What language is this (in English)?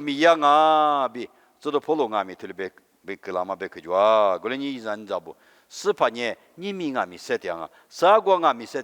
Lisu